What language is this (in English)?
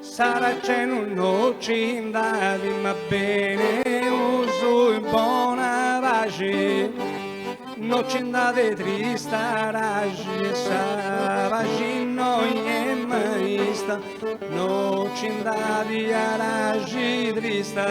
Sardinian